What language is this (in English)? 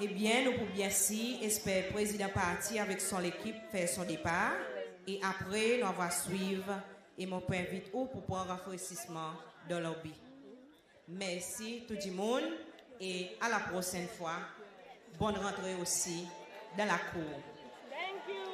Seselwa Creole French